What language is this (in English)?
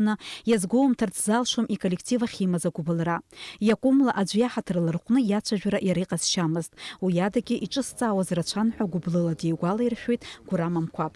Abkhazian